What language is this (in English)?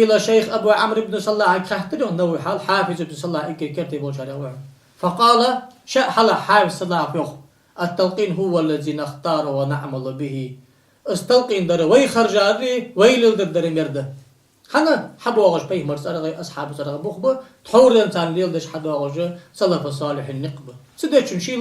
Ingush